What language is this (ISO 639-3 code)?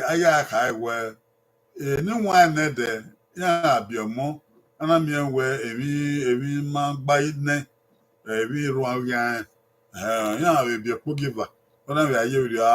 bin